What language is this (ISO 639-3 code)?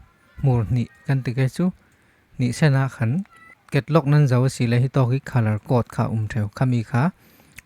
cfm